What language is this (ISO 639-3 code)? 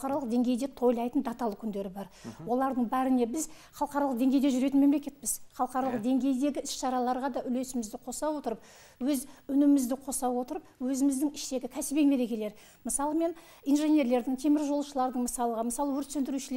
kaz